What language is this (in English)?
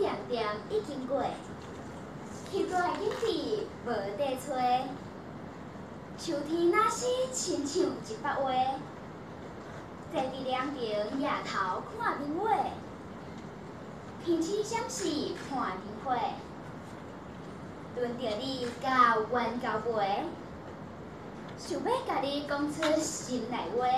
Min Nan Chinese